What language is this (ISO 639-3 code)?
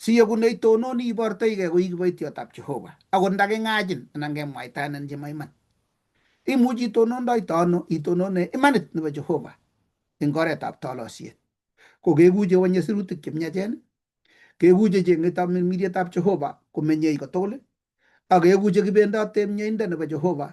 kln